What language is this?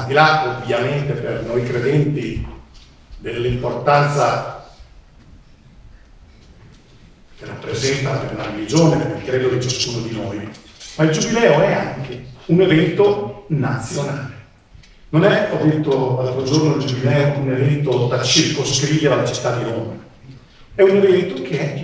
Italian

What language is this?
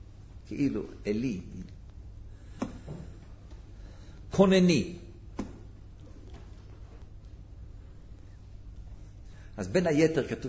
Hebrew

